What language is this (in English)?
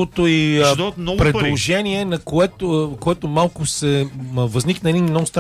Bulgarian